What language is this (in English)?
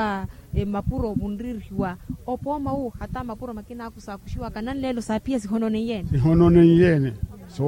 Makhuwa